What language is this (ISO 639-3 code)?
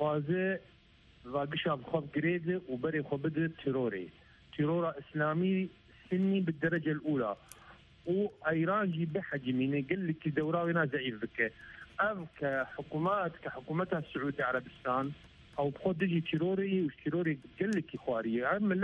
kur